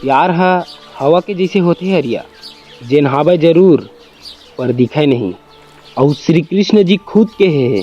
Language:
Chhattisgarhi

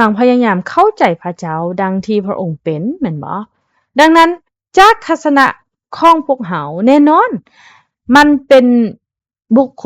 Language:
Lao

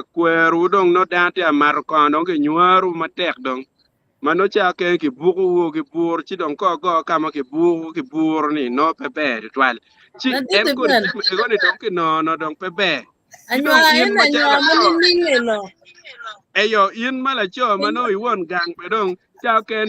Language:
Acoli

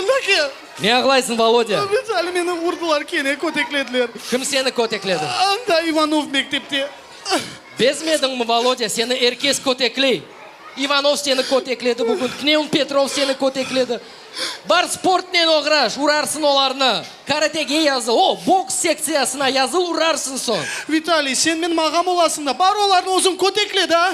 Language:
Crimean Tatar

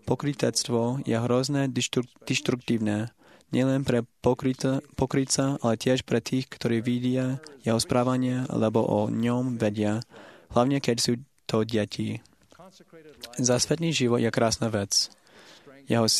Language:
Slovak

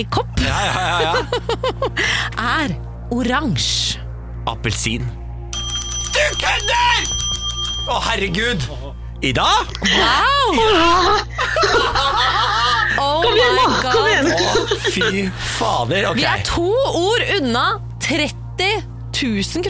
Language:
Norwegian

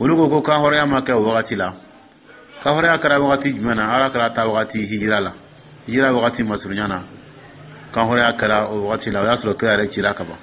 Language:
Dyula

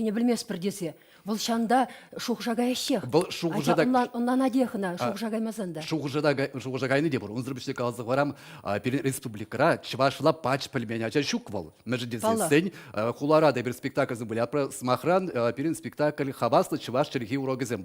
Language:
Chuvash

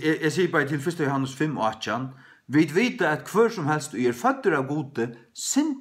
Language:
Faroese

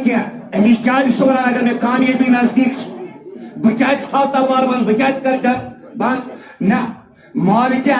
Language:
Kashmiri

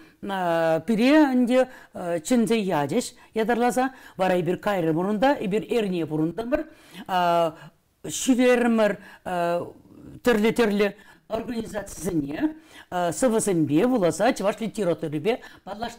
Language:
Chuvash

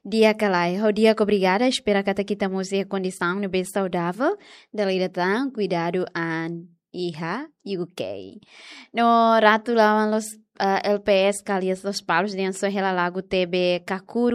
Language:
Tetum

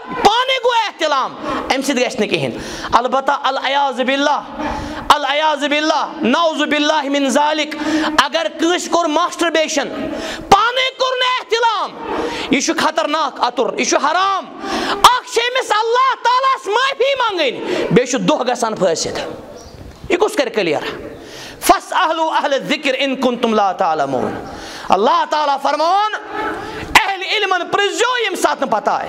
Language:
Kashmiri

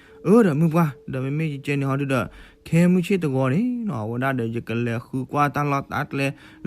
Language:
S'gaw Karen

